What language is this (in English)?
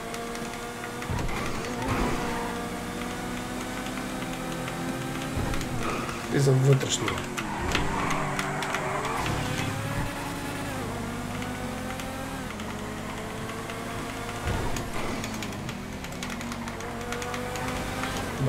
Bulgarian